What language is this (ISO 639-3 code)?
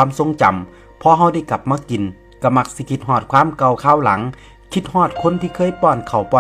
tts